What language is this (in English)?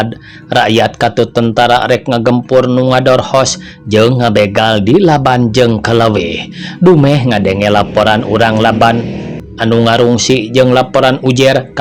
Sundanese